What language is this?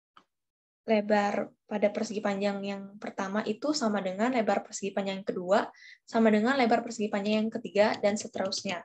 Indonesian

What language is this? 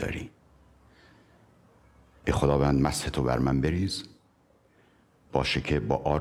Persian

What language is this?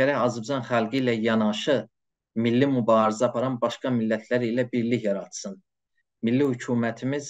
South Azerbaijani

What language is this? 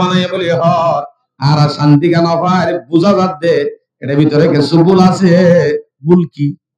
Rohingya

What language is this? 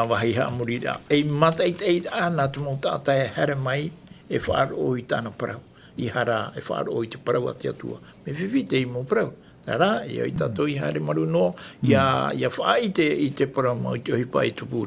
Tahitian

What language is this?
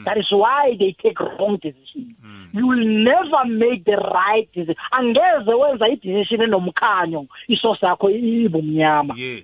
South Ndebele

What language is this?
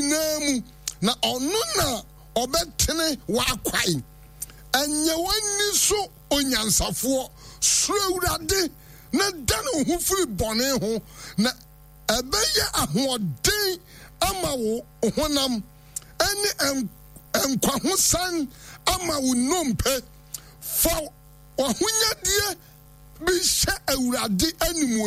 Akan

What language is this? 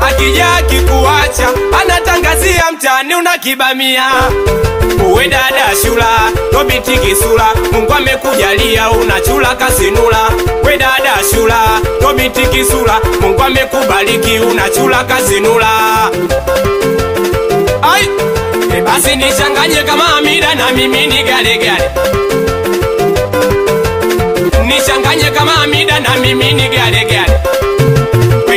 Swahili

